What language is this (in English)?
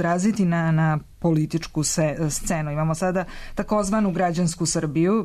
Serbian